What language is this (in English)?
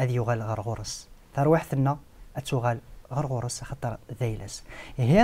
Kabyle